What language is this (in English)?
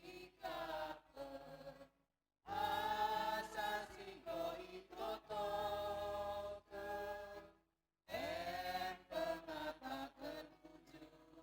Batak Karo